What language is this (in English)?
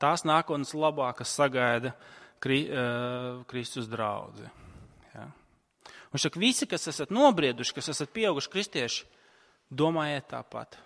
Latvian